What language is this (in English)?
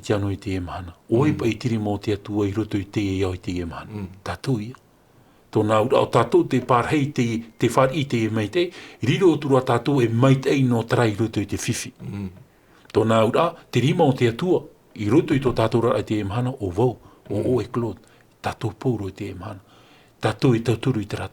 Tahitian